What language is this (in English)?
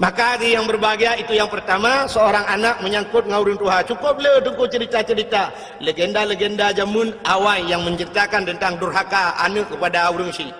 Achinese